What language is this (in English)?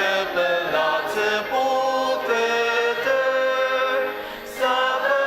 Ao Naga